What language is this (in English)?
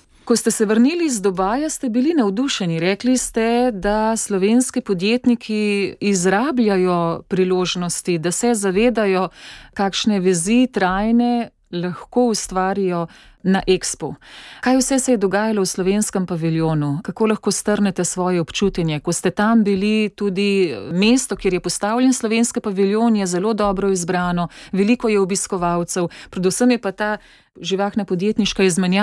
Slovenian